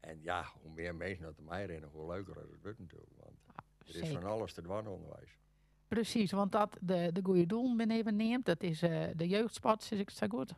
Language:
Western Frisian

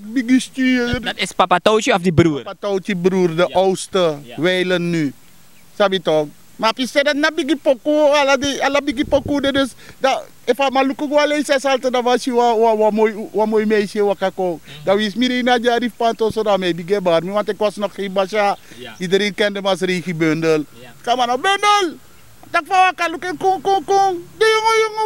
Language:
Sranan Tongo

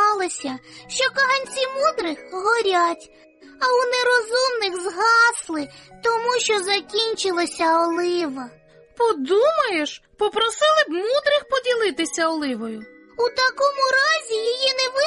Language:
Ukrainian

